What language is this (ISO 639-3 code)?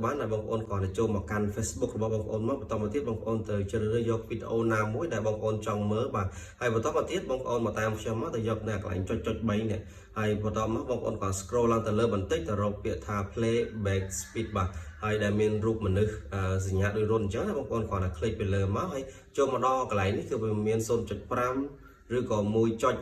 khm